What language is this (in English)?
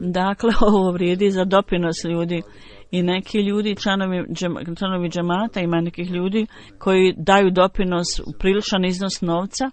Bosnian